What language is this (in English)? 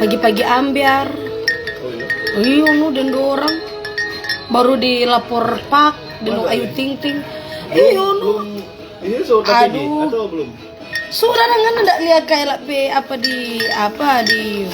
Manado Malay